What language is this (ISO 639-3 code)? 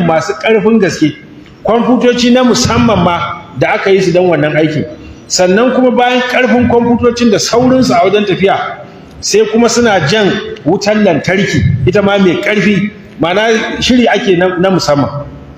hau